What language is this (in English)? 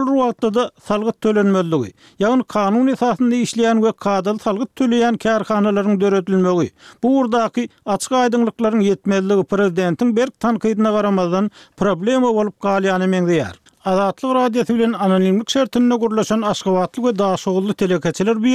Turkmen